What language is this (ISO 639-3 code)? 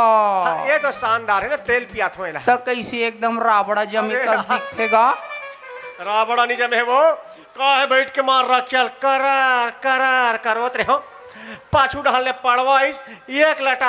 hne